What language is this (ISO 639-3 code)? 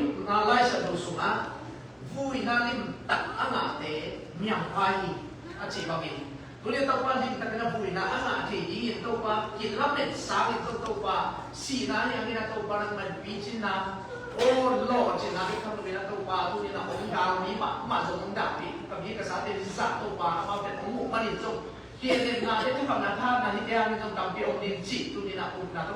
ctd